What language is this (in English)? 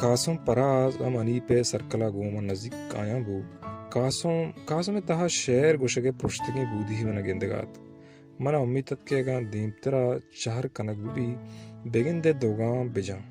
Baluchi